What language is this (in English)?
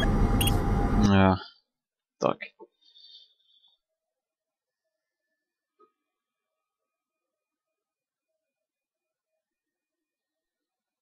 Russian